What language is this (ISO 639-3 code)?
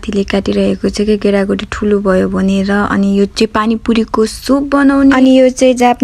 nep